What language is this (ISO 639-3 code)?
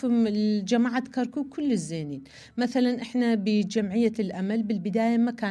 acm